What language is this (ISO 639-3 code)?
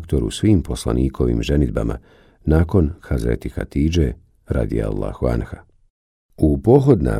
bos